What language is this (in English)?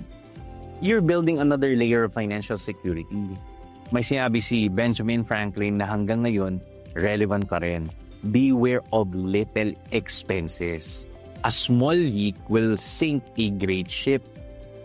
Filipino